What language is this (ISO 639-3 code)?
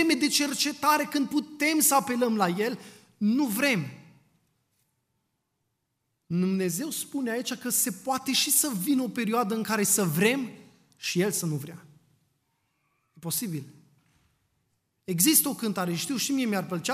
ron